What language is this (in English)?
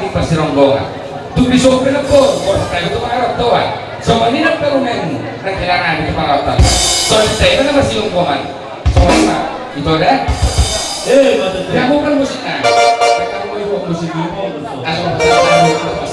Batak Toba